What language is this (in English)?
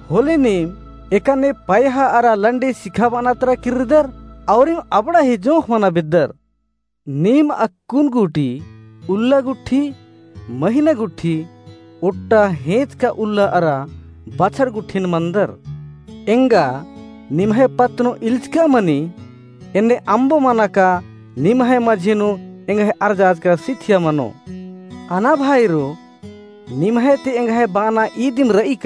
Kurukh